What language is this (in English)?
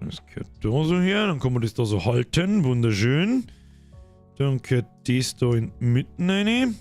Bavarian